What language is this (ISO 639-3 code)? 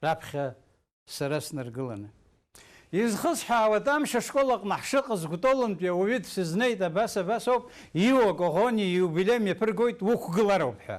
abk